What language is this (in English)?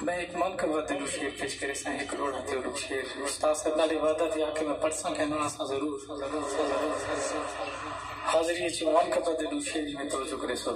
Saraiki